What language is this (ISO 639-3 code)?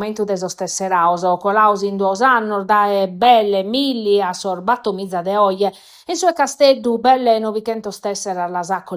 srd